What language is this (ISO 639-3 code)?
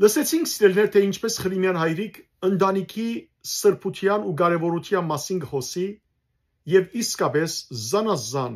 hyw